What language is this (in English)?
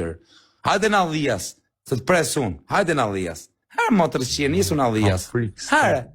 Albanian